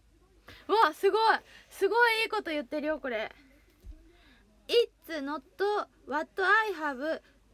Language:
Japanese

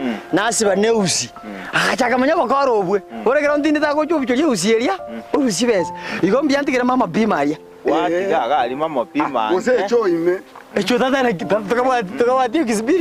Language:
Gusii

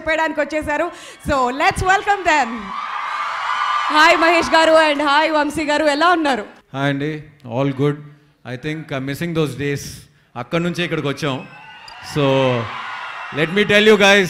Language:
Telugu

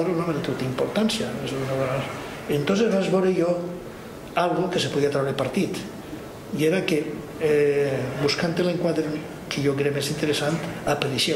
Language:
Catalan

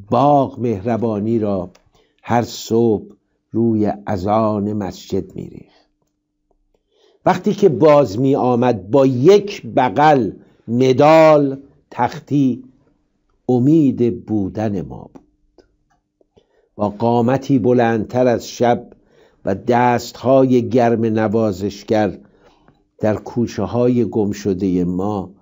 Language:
Persian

